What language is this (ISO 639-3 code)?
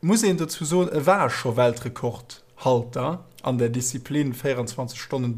ltz